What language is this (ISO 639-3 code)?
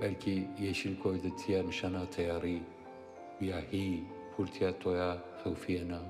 zza